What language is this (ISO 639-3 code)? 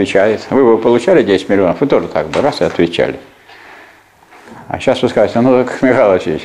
rus